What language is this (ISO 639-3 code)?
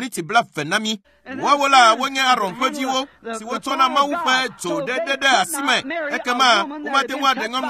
ewe